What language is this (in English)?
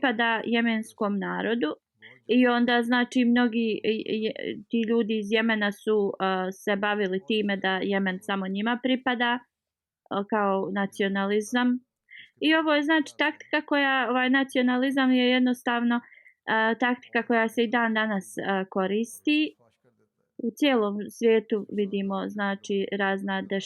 Bosnian